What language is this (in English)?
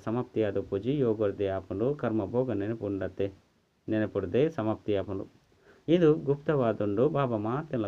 Tulu